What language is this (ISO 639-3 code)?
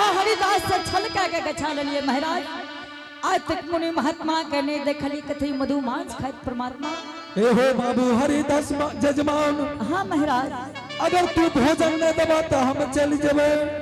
anp